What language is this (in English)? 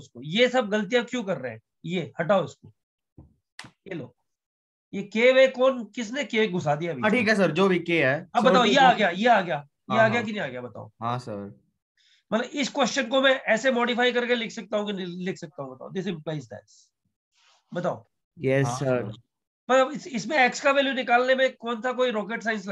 Hindi